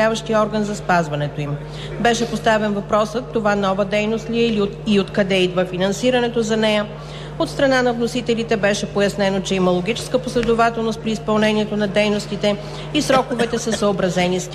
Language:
Bulgarian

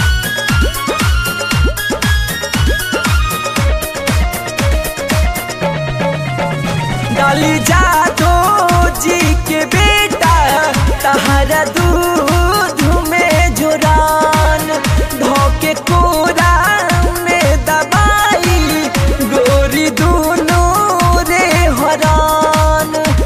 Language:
Bhojpuri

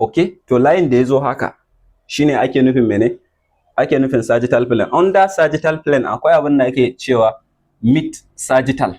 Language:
Hausa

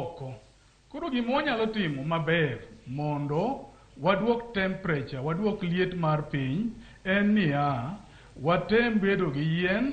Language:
Luo (Kenya and Tanzania)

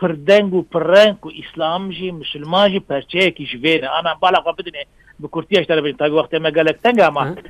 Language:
Kurdish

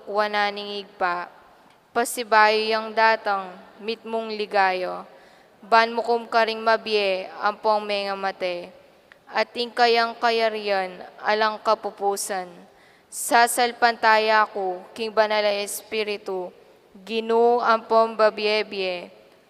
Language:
Pampanga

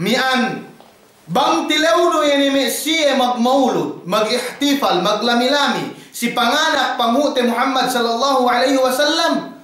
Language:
Yakan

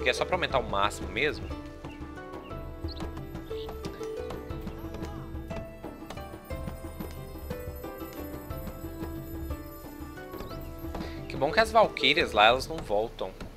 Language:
Portuguese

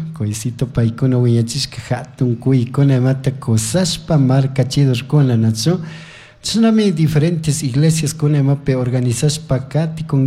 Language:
Chimborazo Highland Quichua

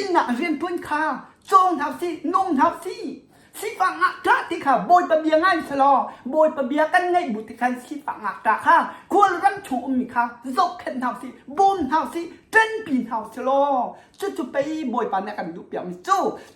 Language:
Hakha Chin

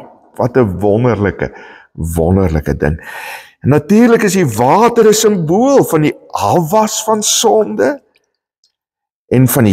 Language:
Afrikaans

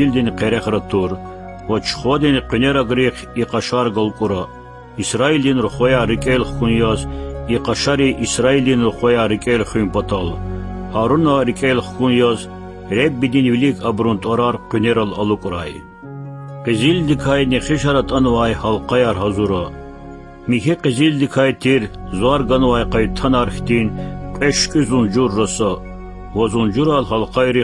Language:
Lezghian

